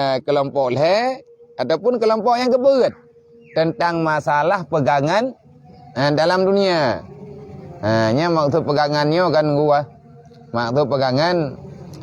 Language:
Achinese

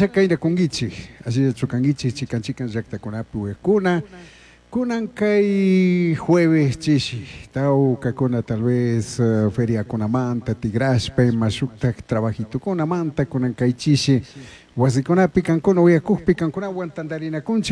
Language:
Chimborazo Highland Quichua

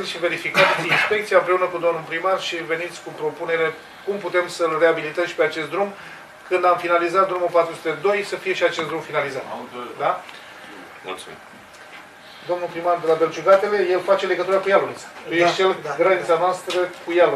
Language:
Romanian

